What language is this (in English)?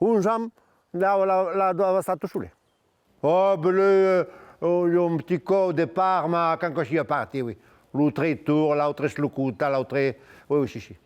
Occitan